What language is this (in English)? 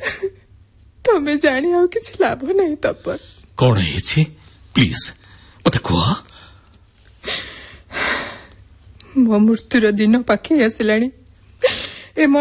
Odia